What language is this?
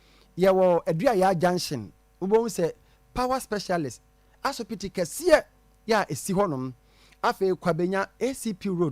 Akan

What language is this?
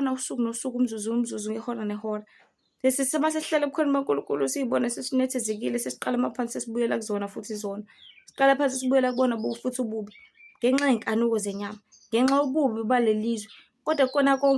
Zulu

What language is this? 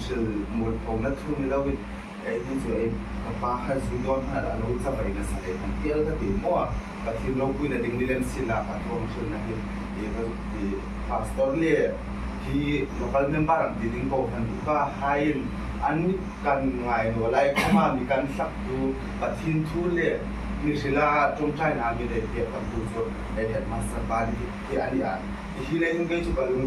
Hmar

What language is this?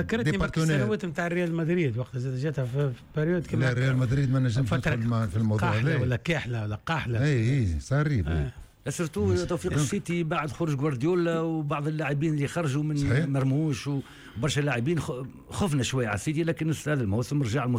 Tunisian Arabic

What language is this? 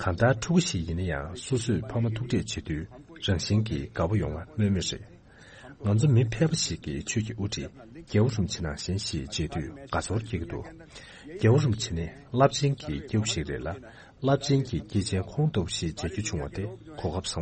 Tibetan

